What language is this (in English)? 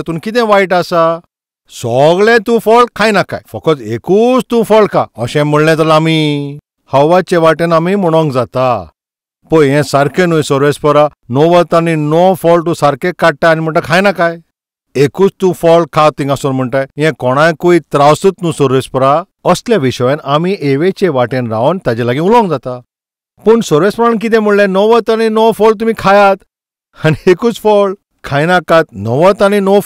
Konkani